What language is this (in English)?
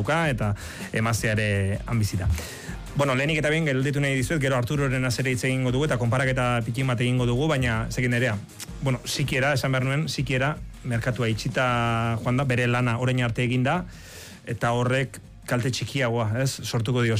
Basque